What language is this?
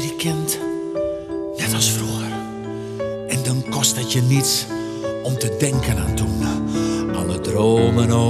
Dutch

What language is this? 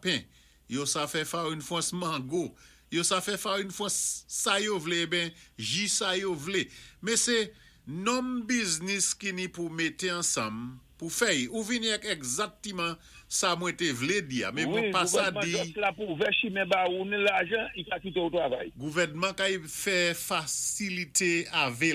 Saint Lucian Creole French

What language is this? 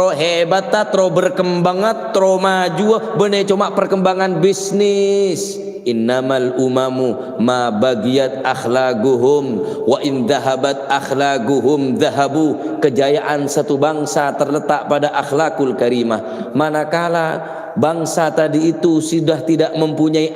Madurese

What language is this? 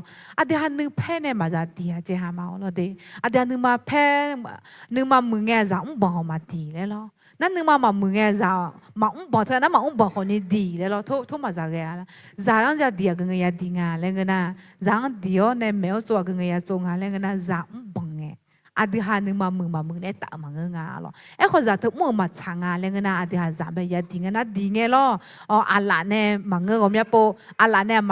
Akha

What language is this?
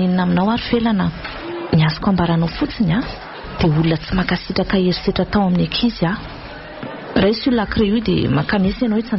Malagasy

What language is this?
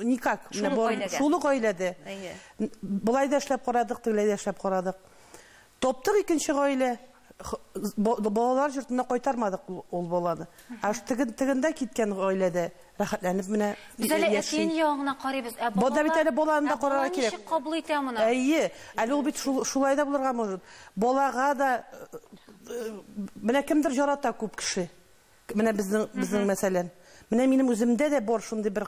Tatar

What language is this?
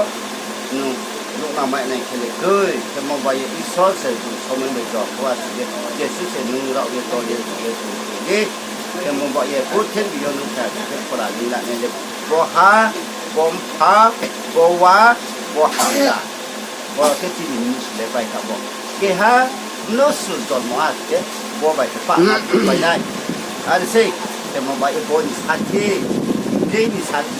Riang (India)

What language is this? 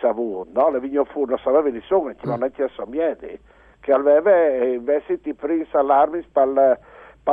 Friulian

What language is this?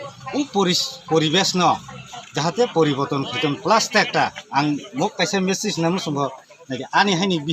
Kok Borok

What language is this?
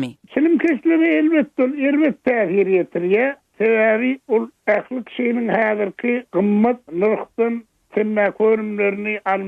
Turkmen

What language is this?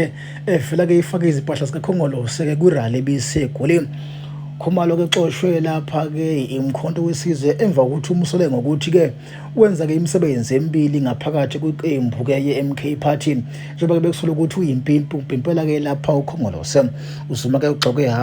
Zulu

